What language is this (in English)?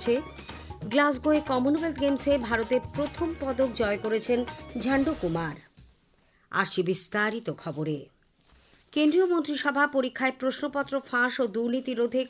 Bangla